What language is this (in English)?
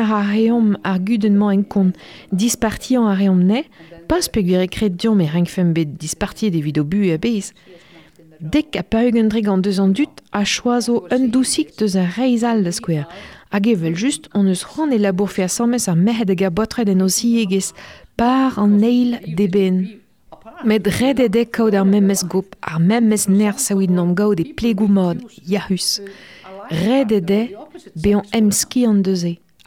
Breton